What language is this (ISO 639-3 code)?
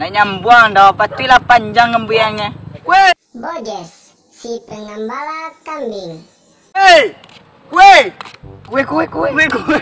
min